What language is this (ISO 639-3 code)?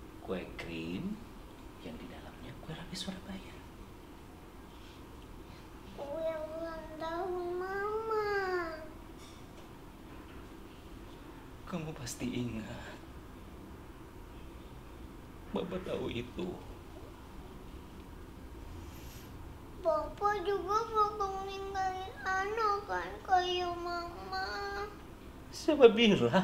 ind